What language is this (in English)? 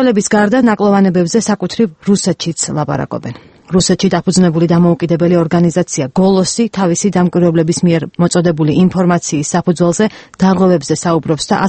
Georgian